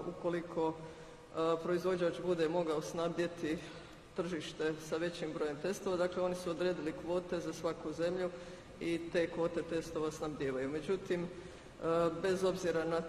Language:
Croatian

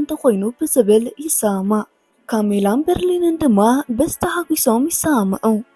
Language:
Tigrinya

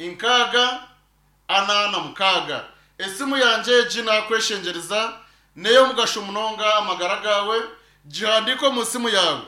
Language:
Nyankole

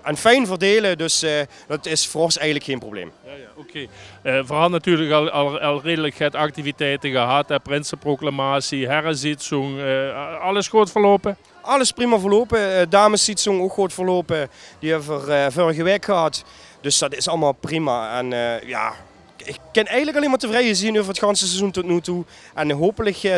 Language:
Limburgish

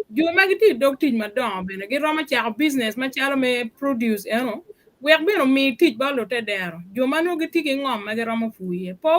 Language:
Acoli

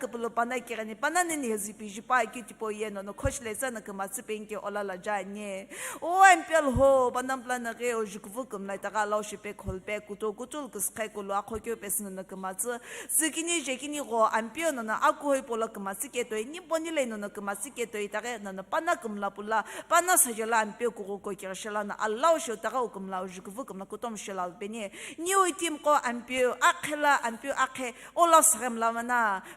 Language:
Sumi Naga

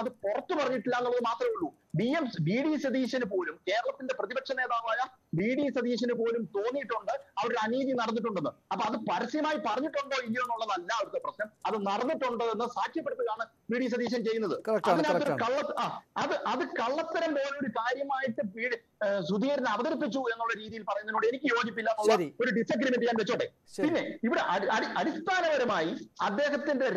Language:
Malayalam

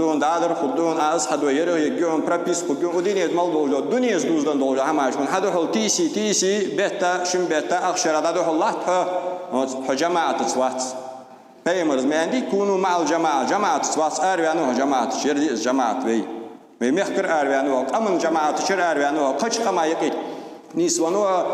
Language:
Ingush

